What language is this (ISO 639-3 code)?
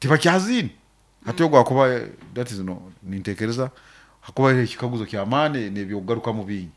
nyo